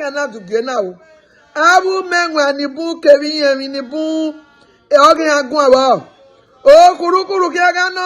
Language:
Bini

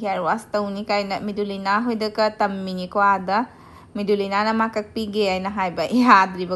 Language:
Manipuri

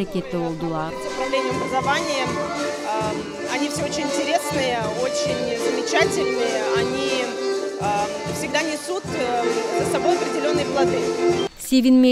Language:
Gagauz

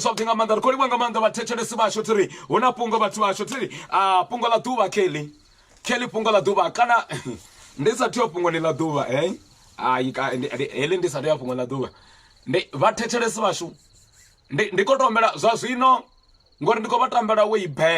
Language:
Venda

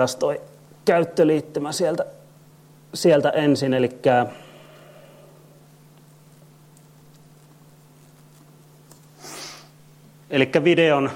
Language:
Finnish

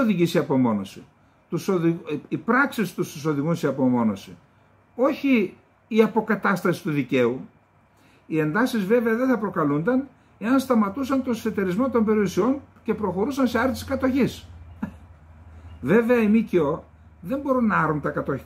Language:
Greek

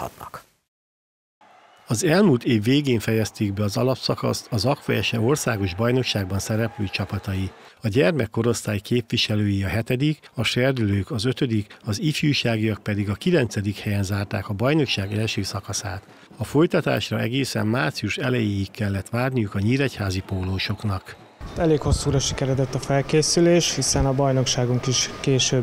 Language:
Hungarian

